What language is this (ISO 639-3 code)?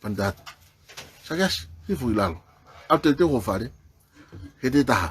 ton